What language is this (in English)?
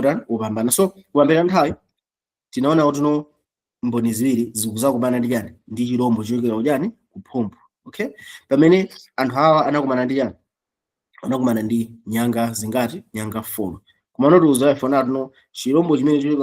Nyanja